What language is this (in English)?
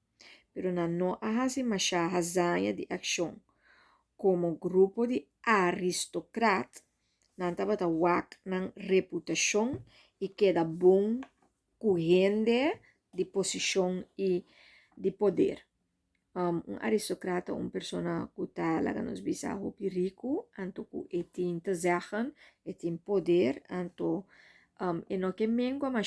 Papiamento